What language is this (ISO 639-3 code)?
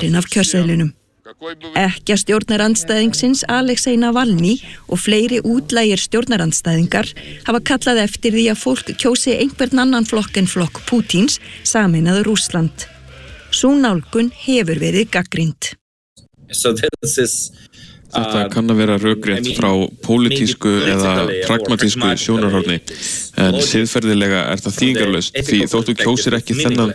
isl